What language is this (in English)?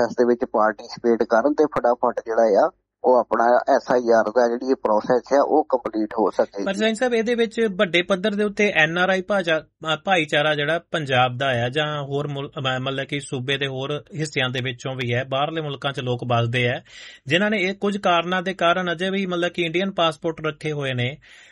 Punjabi